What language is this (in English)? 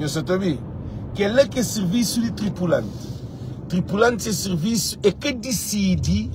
Kabuverdianu